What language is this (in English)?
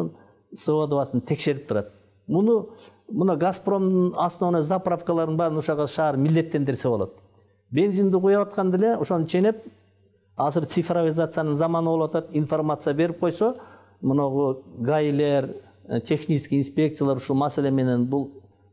Kyrgyz